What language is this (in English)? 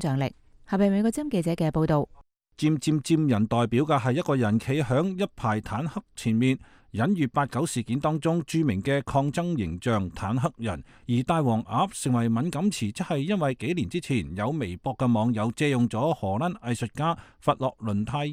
Cantonese